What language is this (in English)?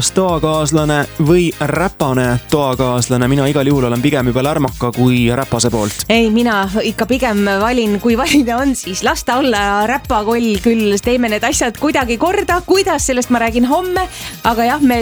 Estonian